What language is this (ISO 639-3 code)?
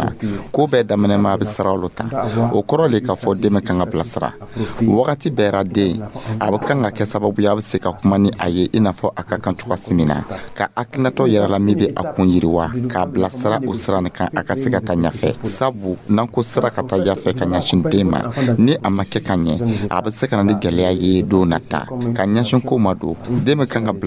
dyu